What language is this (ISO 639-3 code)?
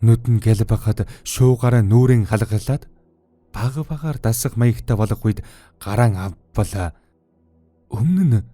mon